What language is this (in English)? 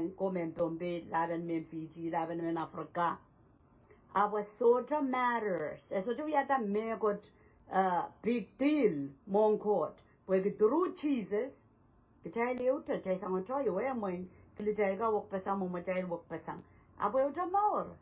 Pohnpeian